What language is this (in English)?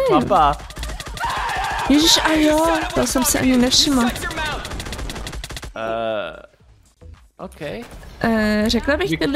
Czech